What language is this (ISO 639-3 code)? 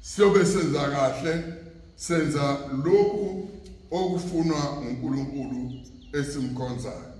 zul